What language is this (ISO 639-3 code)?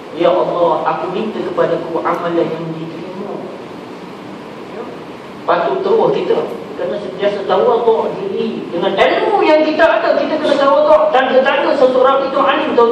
msa